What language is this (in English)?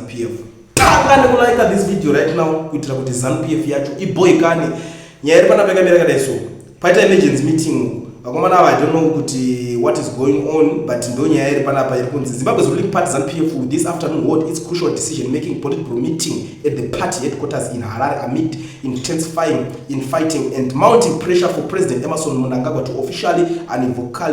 Shona